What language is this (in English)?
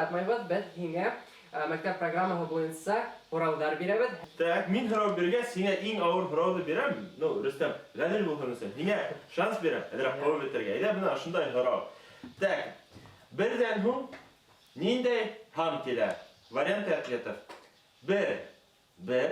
Bashkir